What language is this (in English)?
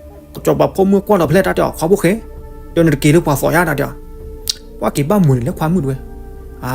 S'gaw Karen